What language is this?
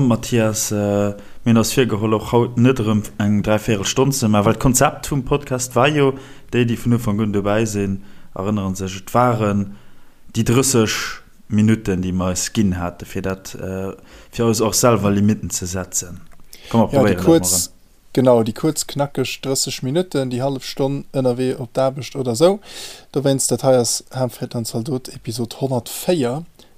Luxembourgish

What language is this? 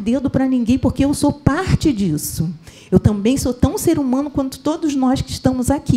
Portuguese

